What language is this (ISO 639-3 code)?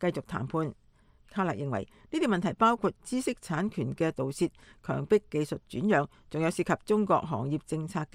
yue